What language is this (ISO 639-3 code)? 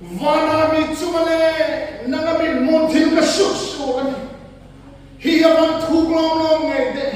hmr